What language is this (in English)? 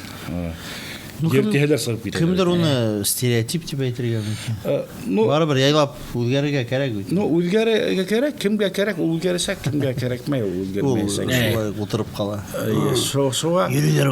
Bashkir